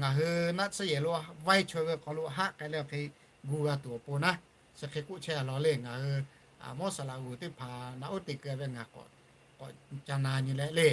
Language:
Lahu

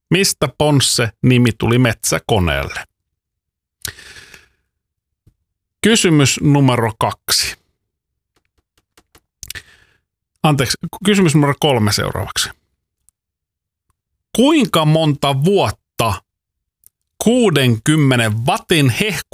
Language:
Finnish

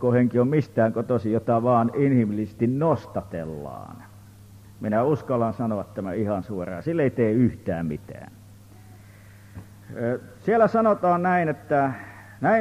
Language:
Finnish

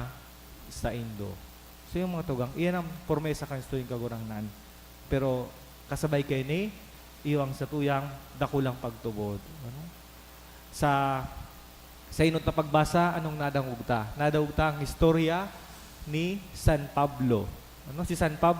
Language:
Bikol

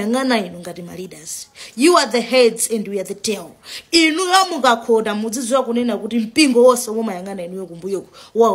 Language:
Nyanja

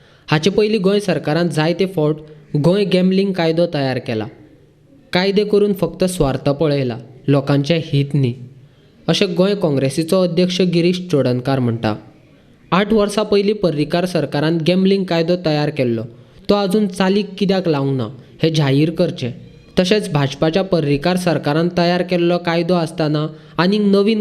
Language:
Konkani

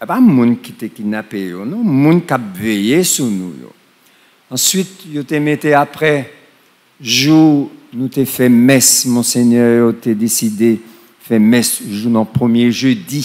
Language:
Haitian Creole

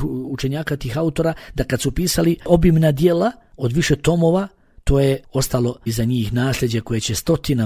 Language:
Bosnian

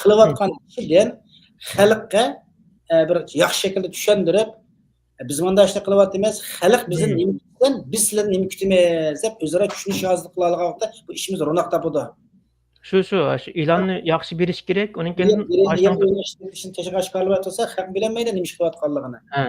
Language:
Uyghur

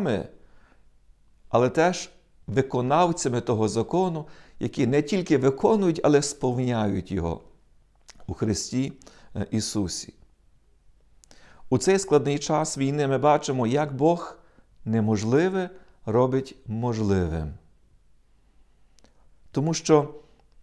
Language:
Ukrainian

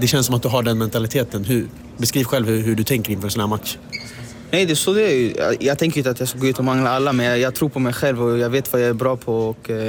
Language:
Swedish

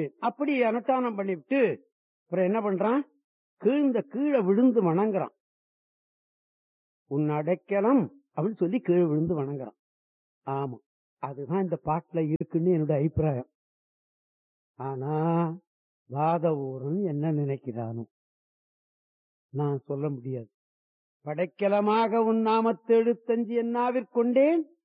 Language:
Tamil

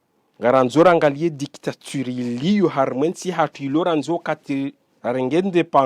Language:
Ngazidja Comorian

